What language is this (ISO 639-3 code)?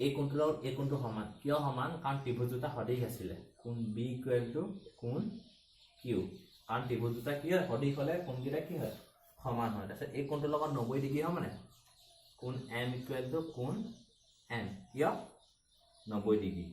asm